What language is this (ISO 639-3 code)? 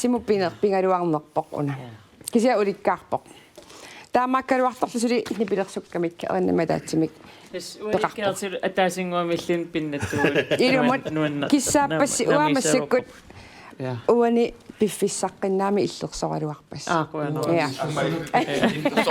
kal